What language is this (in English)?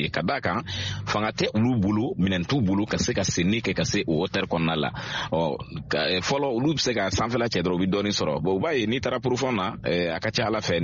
Bambara